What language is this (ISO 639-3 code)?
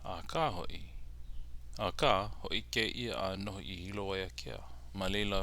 haw